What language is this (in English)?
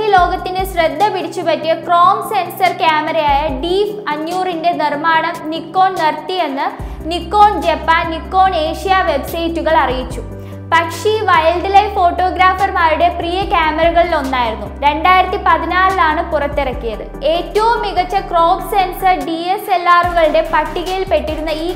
Malayalam